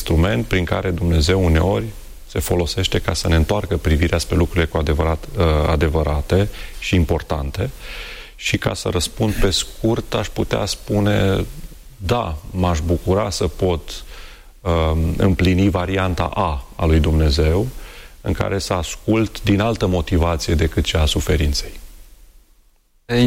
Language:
Romanian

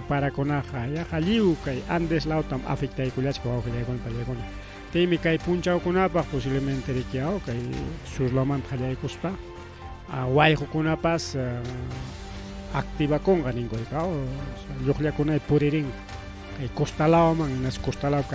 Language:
Ayacucho Quechua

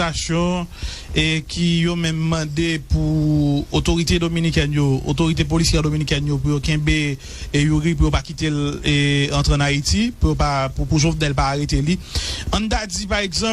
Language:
Haitian Creole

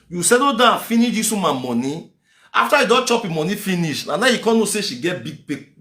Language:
Nigerian Pidgin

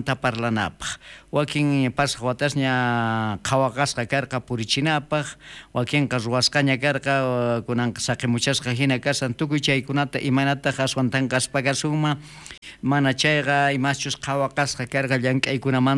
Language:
South Bolivian Quechua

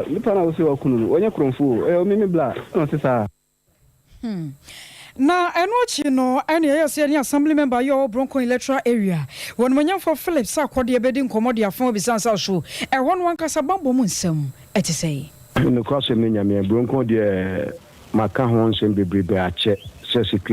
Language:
Akan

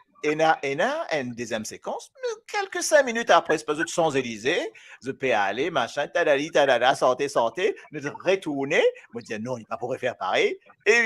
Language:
Morisyen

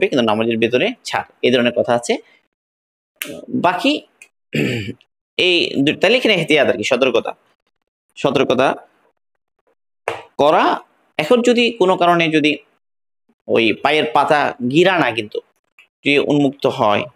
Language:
Bangla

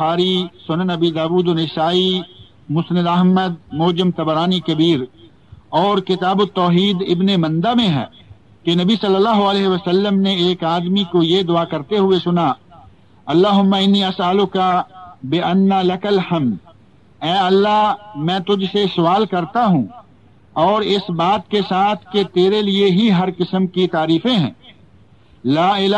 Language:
Urdu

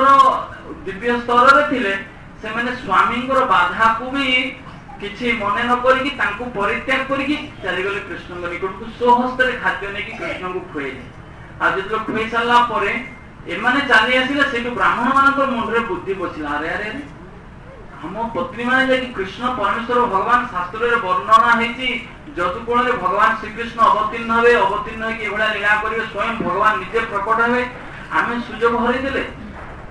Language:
Odia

